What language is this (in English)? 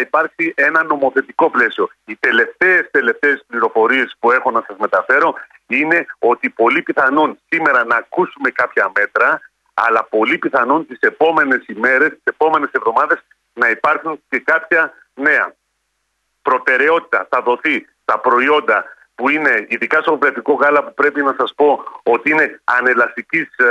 Greek